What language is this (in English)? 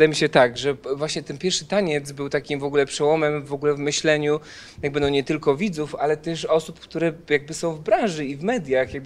Polish